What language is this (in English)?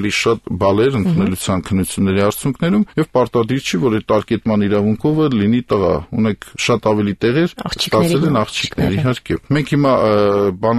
Armenian